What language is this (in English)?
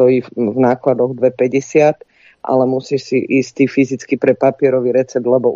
Slovak